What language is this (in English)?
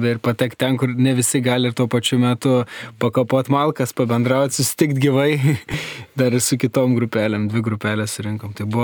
Lithuanian